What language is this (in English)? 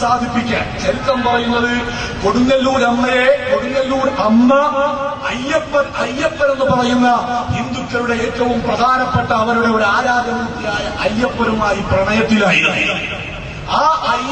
Malayalam